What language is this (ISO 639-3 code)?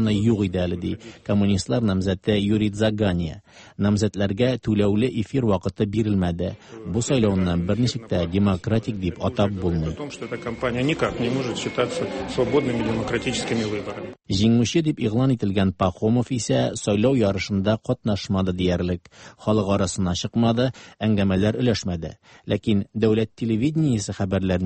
tat